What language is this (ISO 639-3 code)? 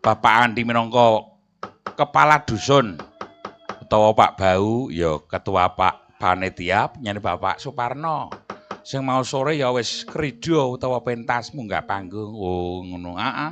jav